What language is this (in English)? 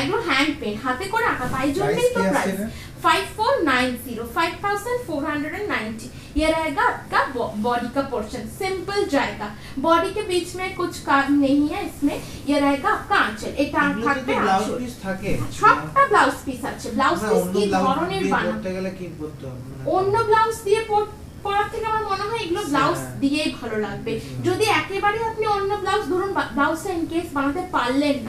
Bangla